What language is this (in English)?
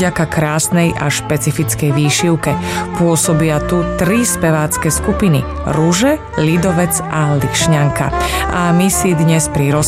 Slovak